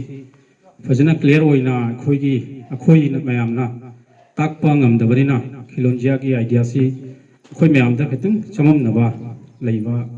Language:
Manipuri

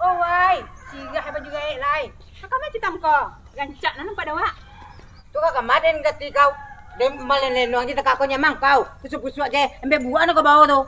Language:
Minangkabau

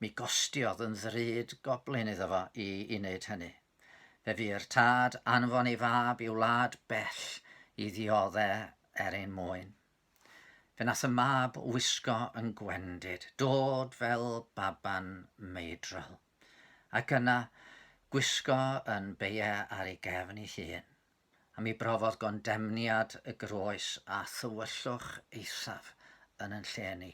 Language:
Welsh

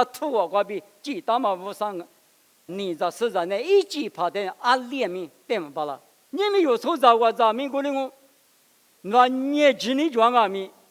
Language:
Lisu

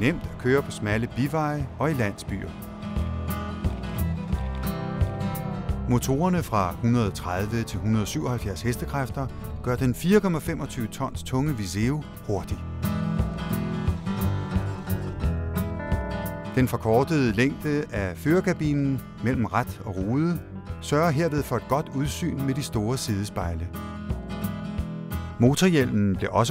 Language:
Danish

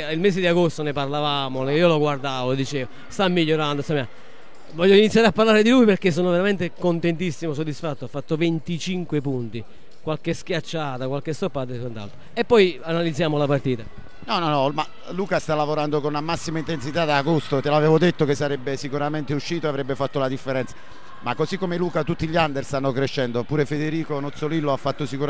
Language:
Italian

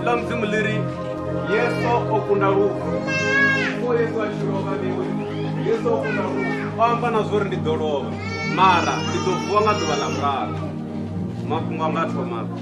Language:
Venda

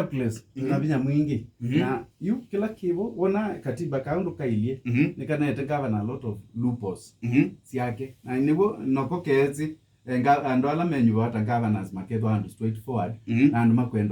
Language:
Kamba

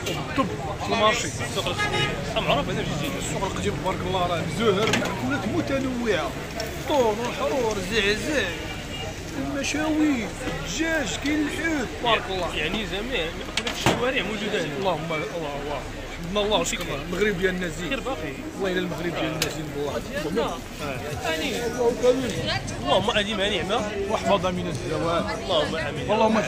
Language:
Moroccan Arabic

